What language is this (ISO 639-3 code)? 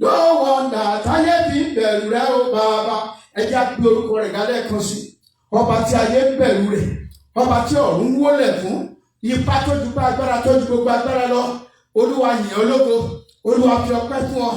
yor